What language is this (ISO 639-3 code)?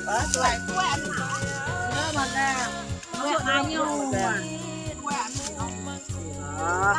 iba